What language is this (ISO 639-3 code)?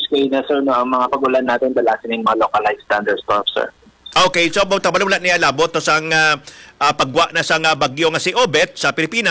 hil